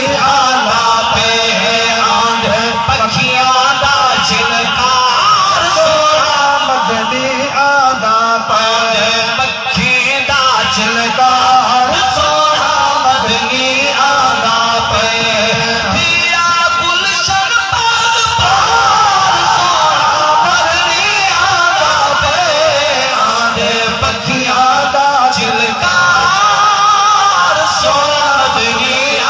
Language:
Saraiki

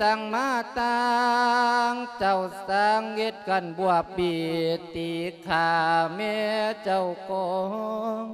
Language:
Lao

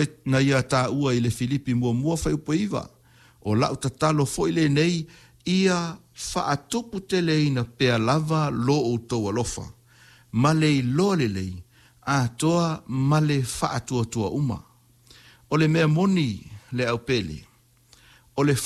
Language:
Samoan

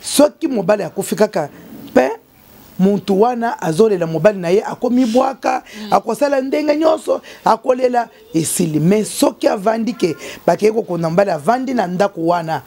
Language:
Lingala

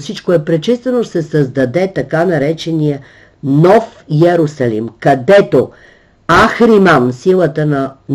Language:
Bulgarian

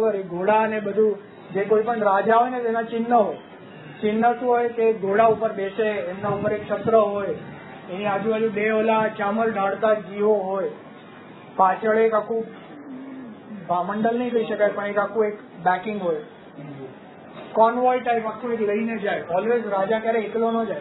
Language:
Gujarati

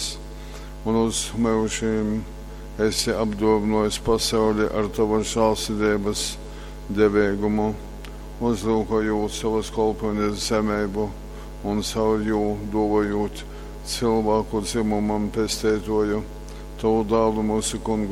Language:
Latgalian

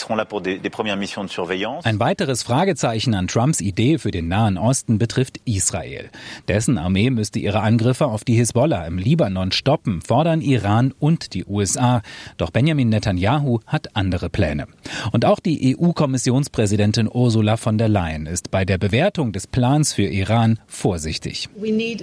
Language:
German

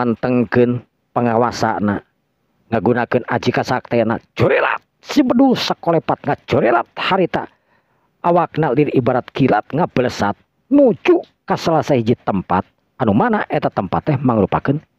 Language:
Sundanese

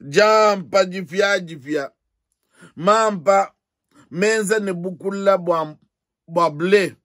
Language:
Luba-Lulua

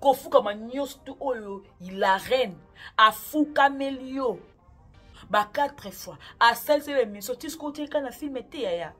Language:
Lingala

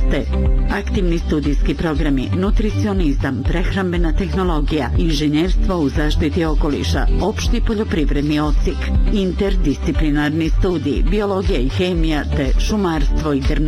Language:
Bosnian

